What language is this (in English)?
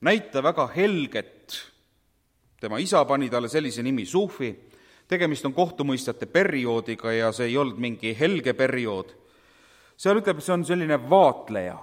Estonian